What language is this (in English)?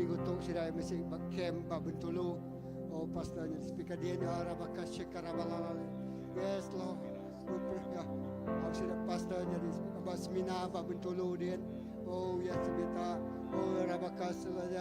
Iban